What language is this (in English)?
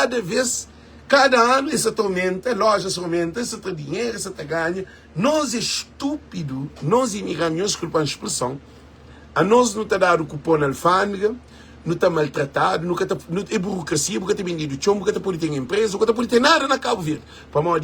Kabuverdianu